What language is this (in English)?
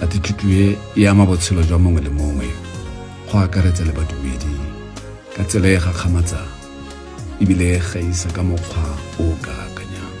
Tswana